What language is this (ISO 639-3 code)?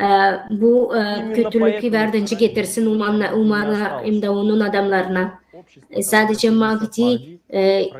gag